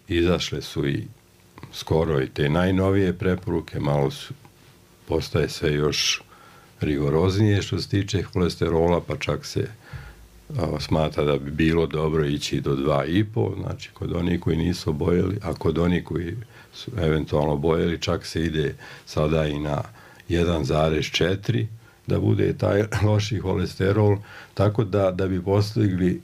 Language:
Serbian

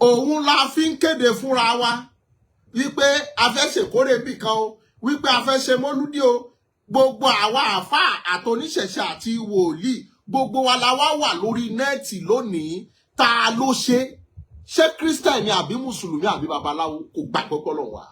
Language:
Yoruba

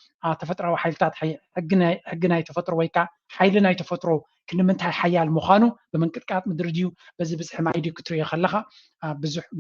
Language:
Tigrinya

